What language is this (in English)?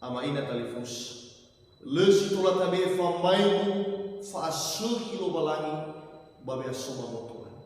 Nias